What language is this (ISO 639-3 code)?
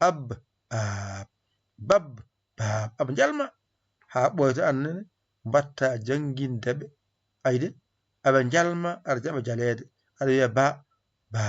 ful